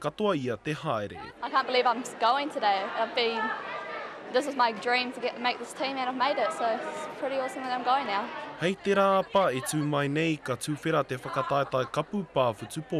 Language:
Māori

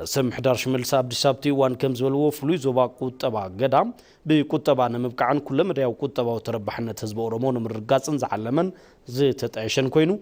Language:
Tigrinya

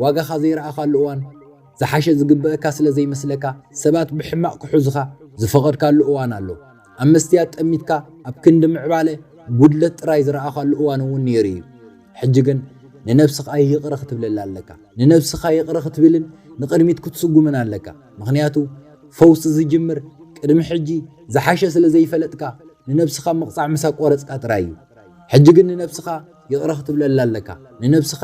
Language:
Tigrinya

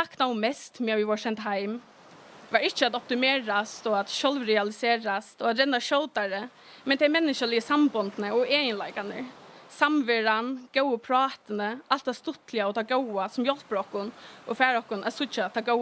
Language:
Faroese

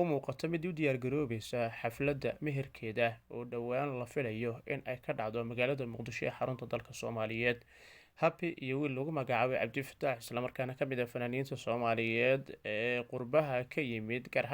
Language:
Somali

